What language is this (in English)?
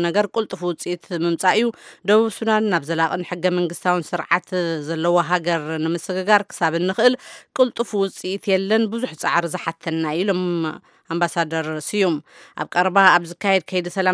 Tigrinya